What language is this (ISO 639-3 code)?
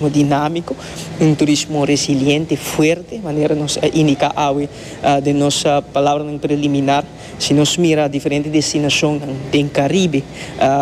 pap